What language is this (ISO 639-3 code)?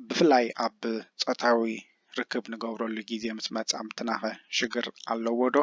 tir